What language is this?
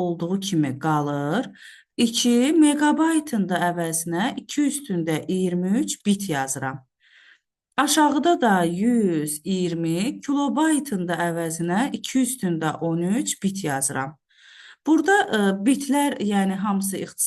Azerbaijani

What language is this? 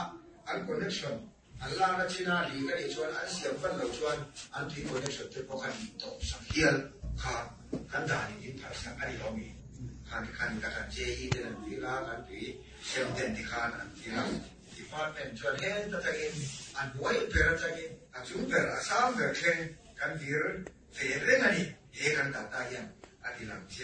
Mizo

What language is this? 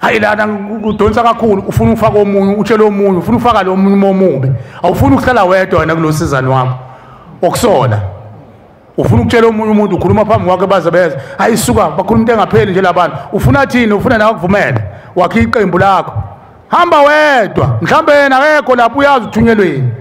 Zulu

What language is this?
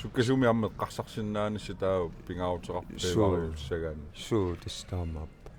Kalaallisut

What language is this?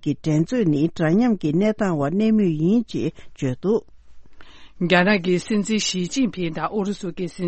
Tibetan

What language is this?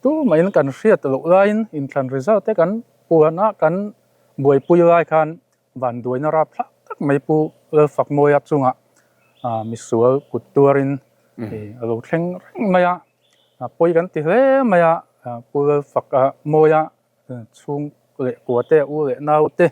Mizo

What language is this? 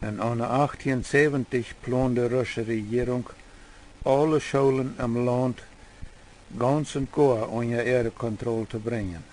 Plautdietsch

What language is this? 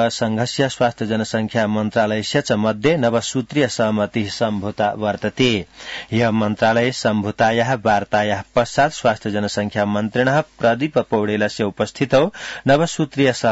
Sanskrit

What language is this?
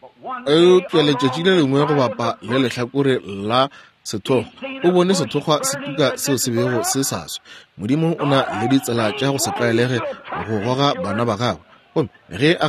Northern Sotho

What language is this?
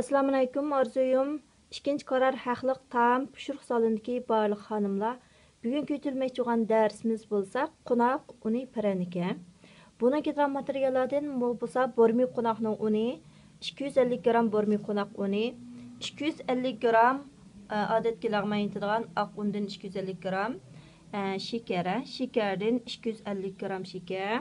Uyghur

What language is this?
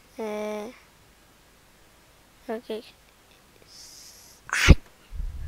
Danish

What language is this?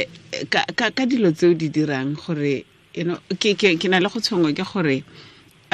Tswana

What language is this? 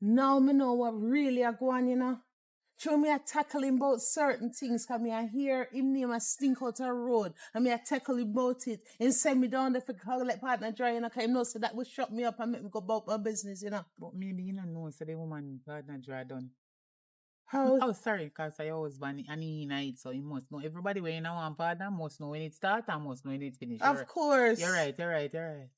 Jamaican Creole English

